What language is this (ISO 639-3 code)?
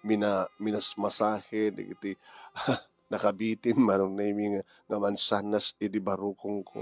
ilo